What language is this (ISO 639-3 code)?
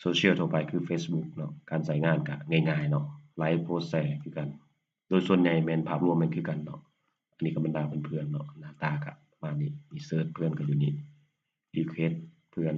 lao